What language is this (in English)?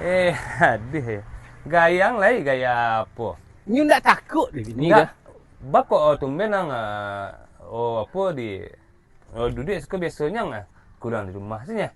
Minangkabau